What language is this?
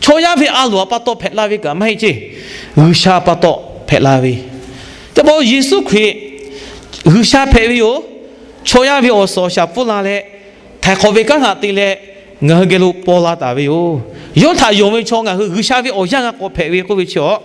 Lahu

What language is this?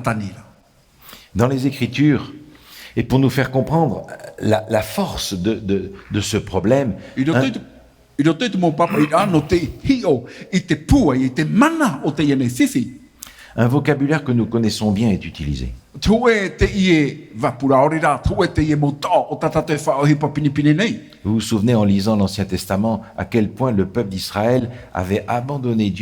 Tahitian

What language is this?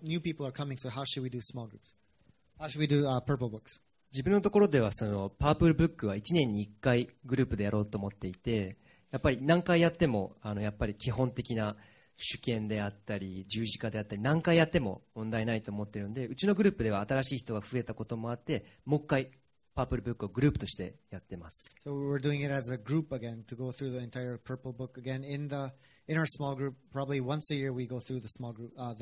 Japanese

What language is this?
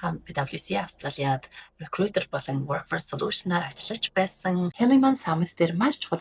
Mongolian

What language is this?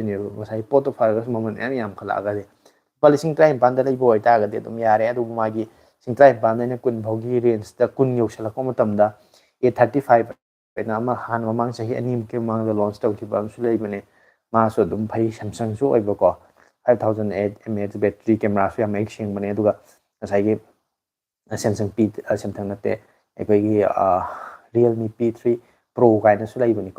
Manipuri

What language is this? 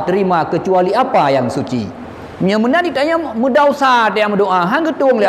Achinese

